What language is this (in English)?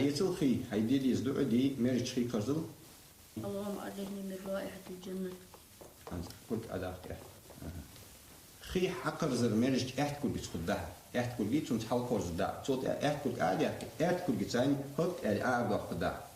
Ingush